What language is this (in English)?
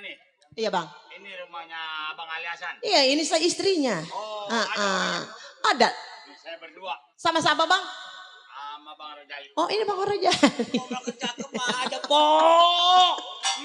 Betawi